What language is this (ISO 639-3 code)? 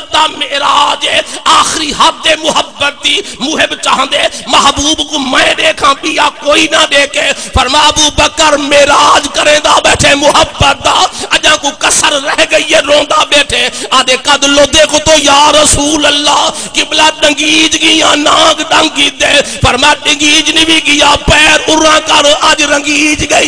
skr